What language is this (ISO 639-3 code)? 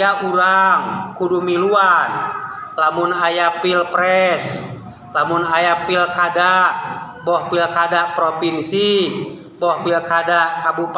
sun